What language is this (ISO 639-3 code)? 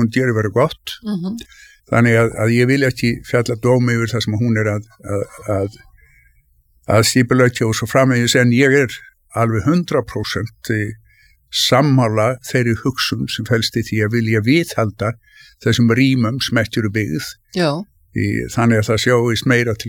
isl